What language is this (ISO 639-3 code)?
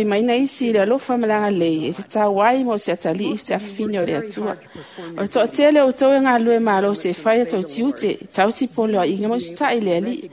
smo